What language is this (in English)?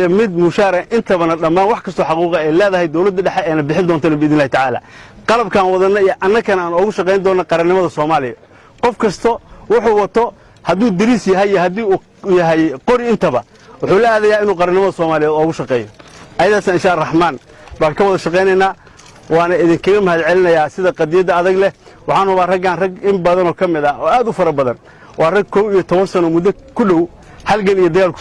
Somali